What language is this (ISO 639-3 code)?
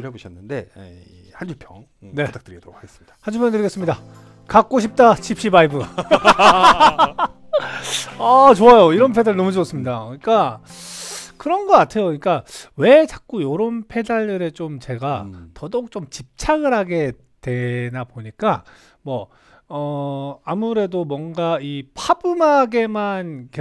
kor